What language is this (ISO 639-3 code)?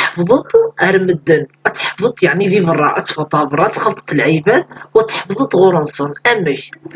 kab